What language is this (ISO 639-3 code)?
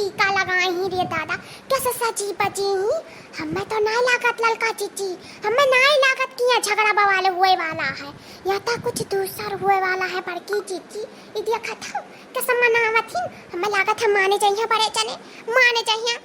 awa